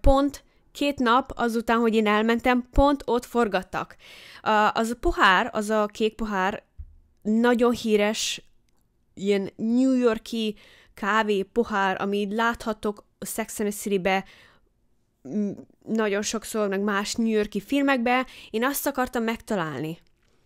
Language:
Hungarian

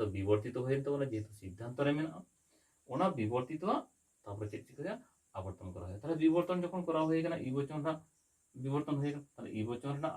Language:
Santali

